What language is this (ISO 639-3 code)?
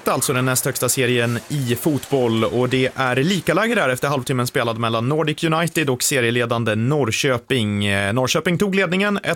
swe